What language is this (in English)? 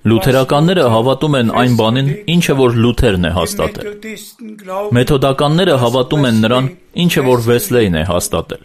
Armenian